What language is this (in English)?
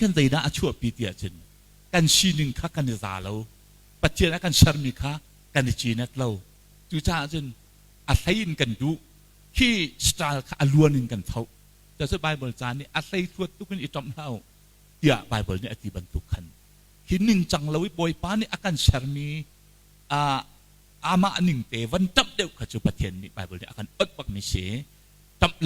Hakha Chin